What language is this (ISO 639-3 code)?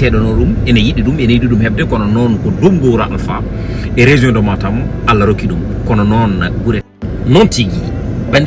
ful